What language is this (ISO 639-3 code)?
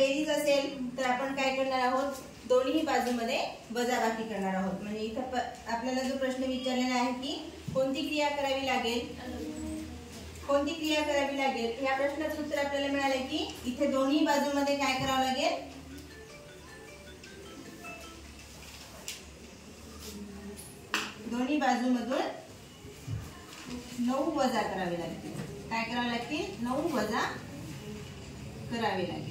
mar